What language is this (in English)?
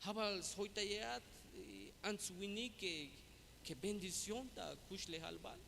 Tzeltal